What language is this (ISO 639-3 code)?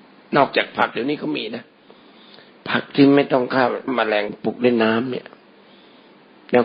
tha